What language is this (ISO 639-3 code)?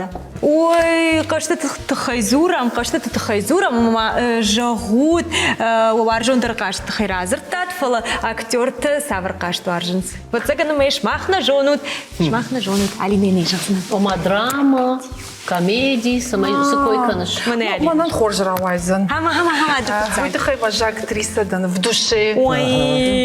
oss